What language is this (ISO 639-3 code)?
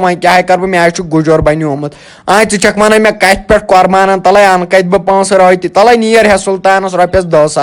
kas